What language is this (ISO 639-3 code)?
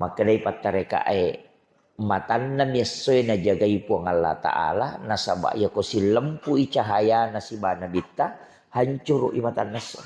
bug